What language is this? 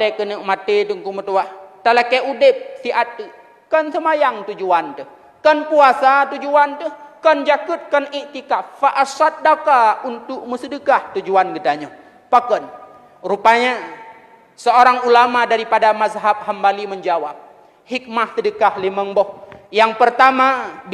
Achinese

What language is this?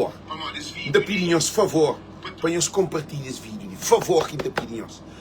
Kabuverdianu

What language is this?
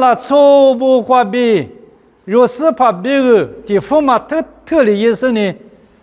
Lisu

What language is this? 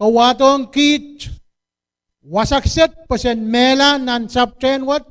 Pohnpeian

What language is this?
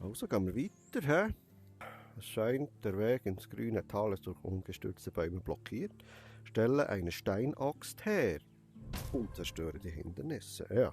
Swiss German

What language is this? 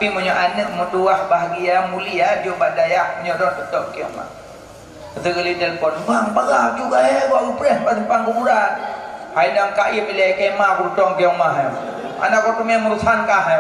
Achinese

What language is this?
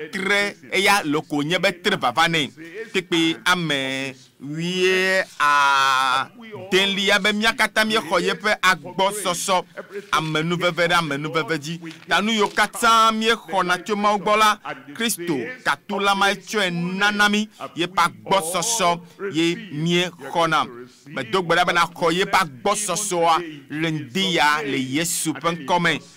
Ewe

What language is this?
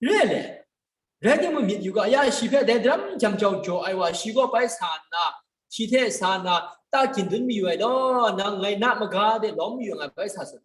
Kachin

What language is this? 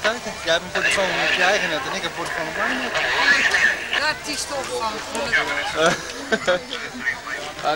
Dutch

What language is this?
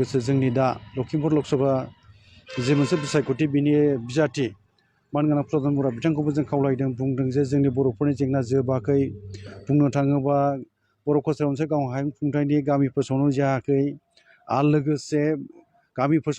Bodo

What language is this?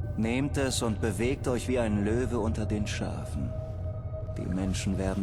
Bavarian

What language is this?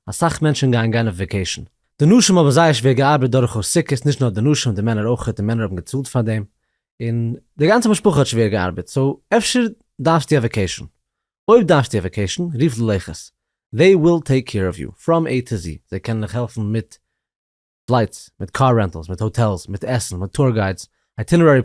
Yiddish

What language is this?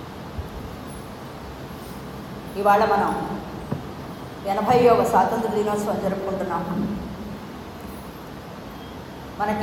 Telugu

